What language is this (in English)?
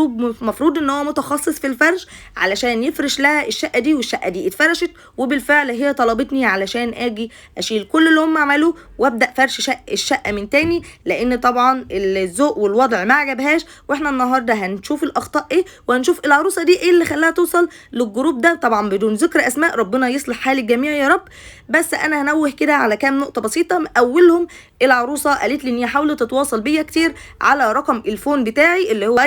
Egyptian Arabic